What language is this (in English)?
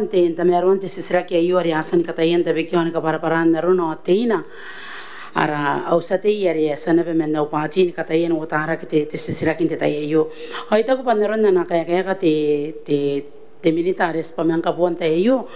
Gilbertese